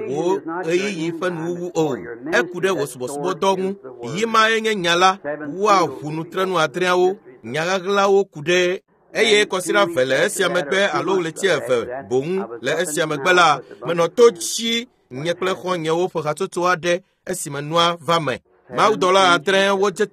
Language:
Ewe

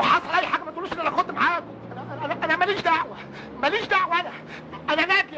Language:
Egyptian Arabic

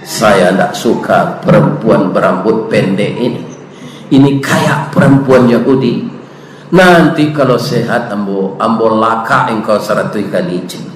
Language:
Minangkabau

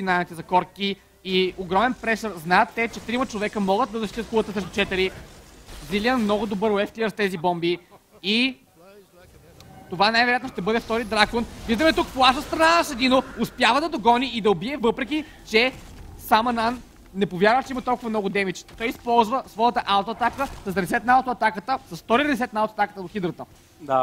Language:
Bulgarian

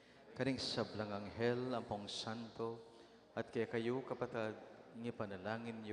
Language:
Pampanga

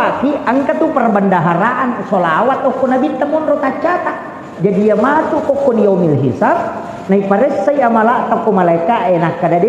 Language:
Buginese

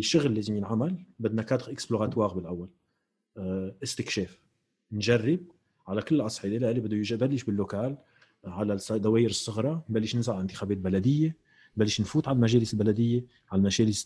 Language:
North Levantine Arabic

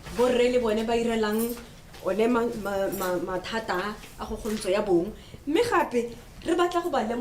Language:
Tswana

